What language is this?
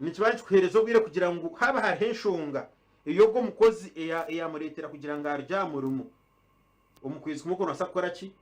Nyankole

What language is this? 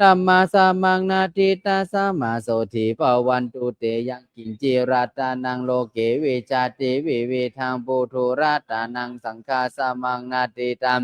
Pali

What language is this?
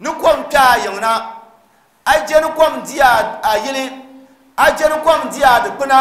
Dagbani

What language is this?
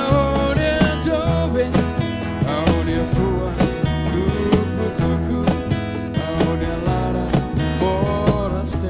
Tetum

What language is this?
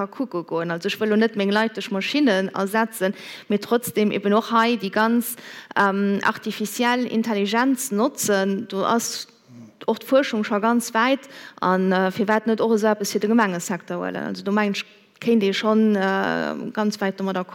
Luxembourgish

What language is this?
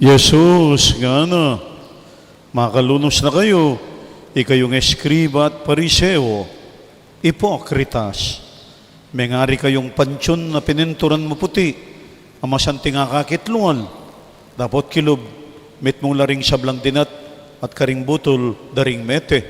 Pampanga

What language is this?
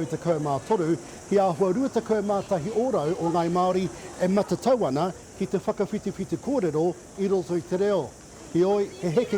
Māori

